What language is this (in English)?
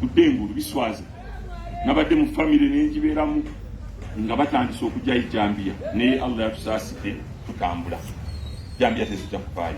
Ganda